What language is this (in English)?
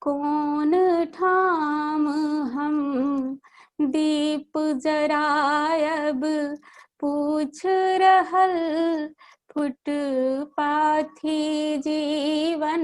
Maithili